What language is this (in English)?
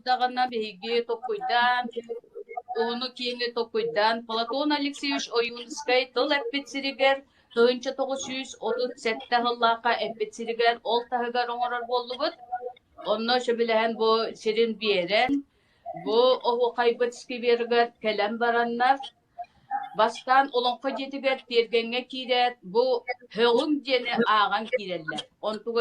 Yakut